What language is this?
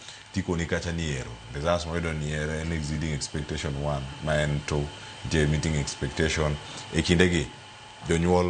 Luo (Kenya and Tanzania)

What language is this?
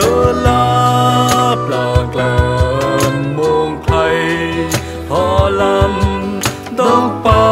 Central Mnong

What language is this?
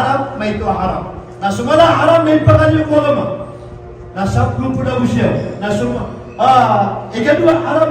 Maranao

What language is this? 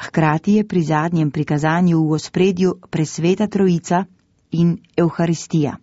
Slovenian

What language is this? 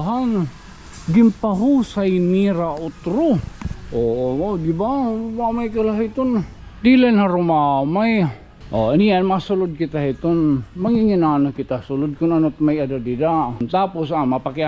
Waray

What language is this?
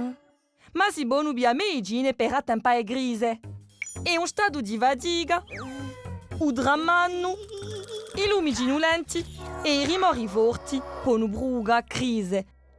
Corsican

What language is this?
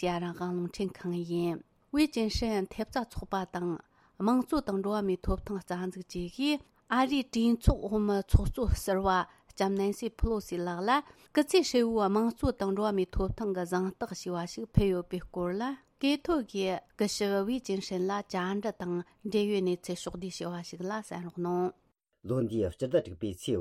Tibetan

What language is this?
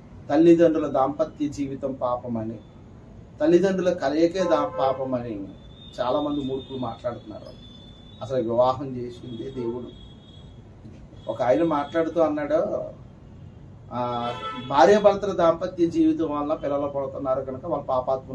Telugu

